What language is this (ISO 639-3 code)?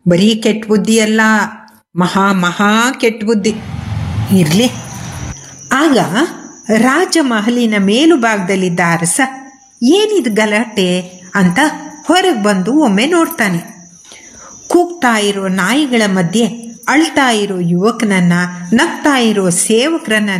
kan